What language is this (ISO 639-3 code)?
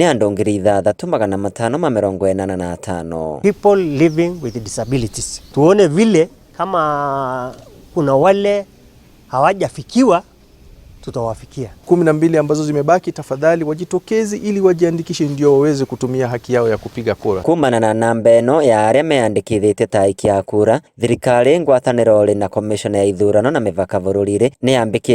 kik